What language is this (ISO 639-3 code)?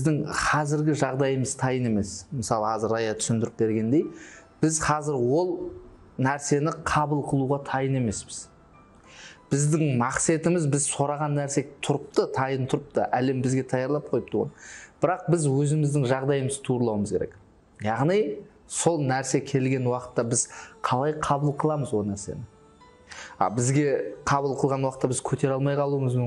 kaa